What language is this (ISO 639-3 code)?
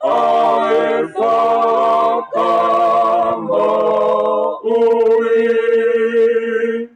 ton